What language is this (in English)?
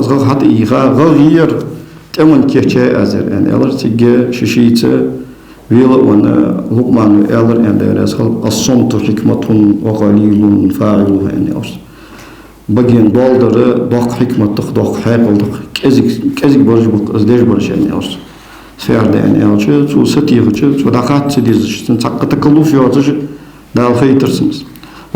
Ingush